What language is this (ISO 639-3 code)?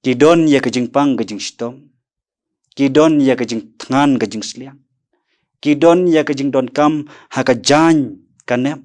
kha